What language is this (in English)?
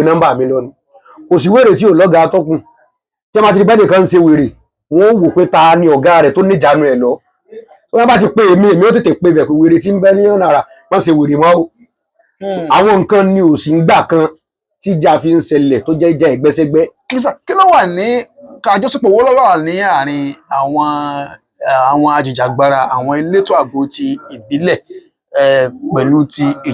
Yoruba